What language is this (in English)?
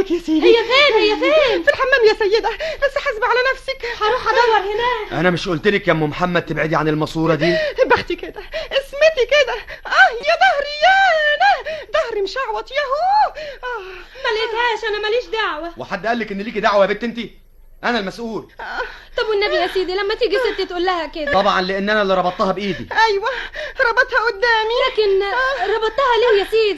Egyptian Arabic